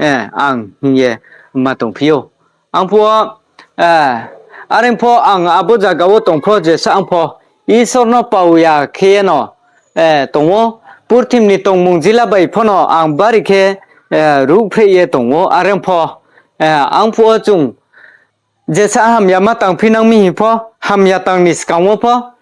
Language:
Riang (India)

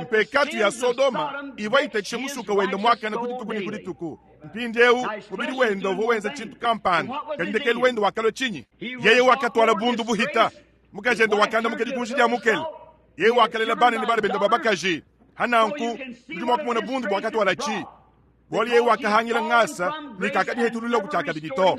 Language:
Luba-Lulua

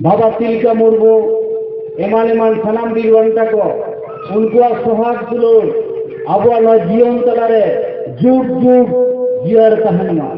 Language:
Santali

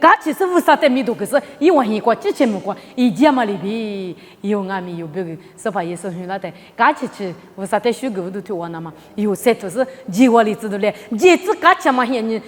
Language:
Lisu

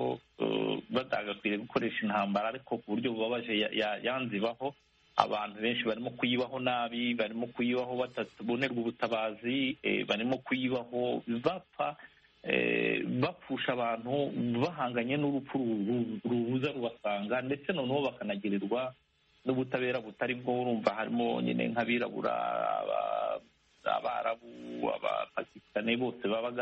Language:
Kinyarwanda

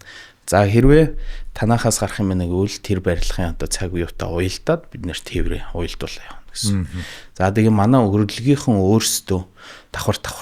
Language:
Mongolian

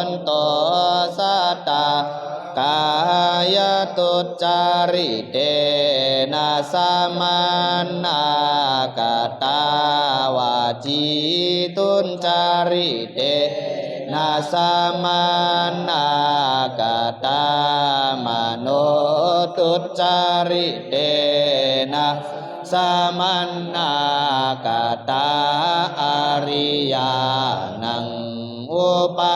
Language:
Pali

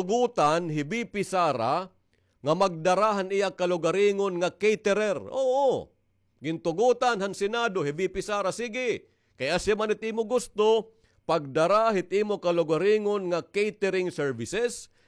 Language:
Waray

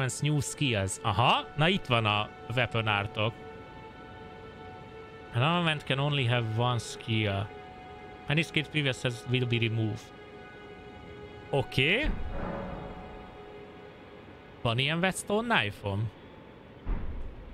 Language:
Hungarian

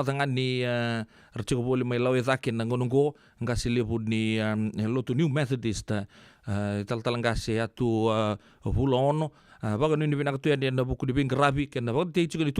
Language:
Fijian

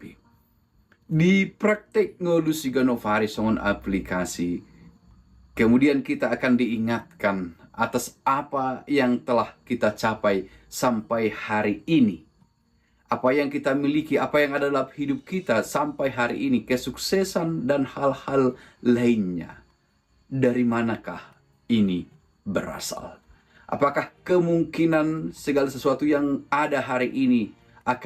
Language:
Batak Toba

